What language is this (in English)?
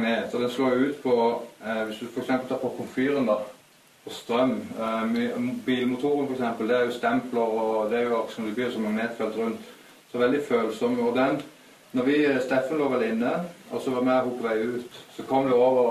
Norwegian